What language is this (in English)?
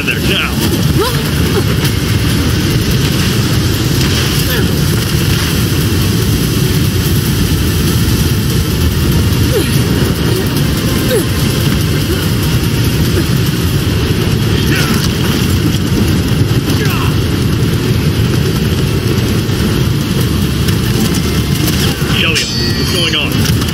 English